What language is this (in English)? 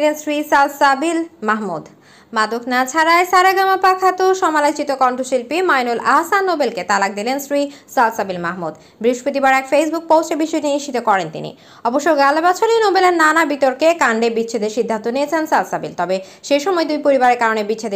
Bangla